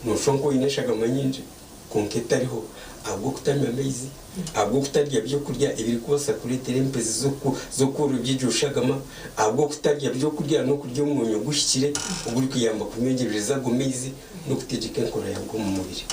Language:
Nyankole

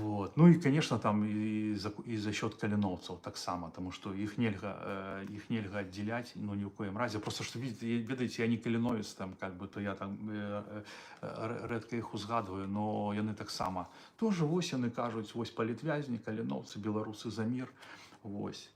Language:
Belarusian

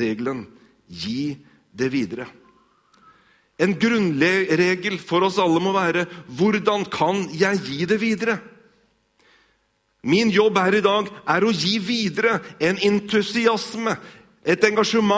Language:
Norwegian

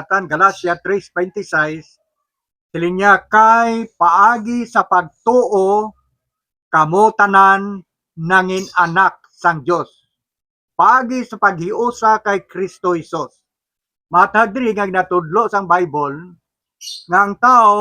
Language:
Hiligaynon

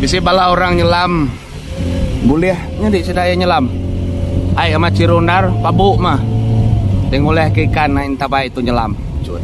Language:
Iban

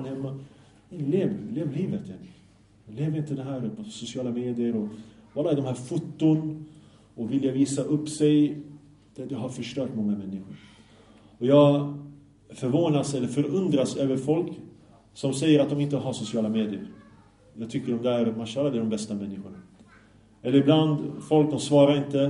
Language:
Swedish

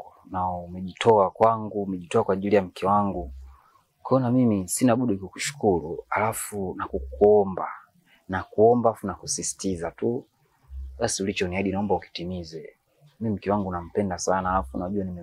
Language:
Swahili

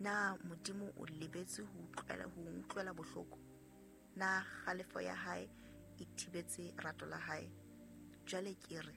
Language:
Southern Sotho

